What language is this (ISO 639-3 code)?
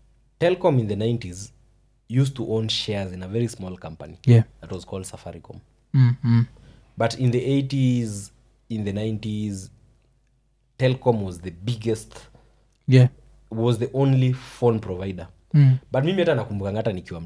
swa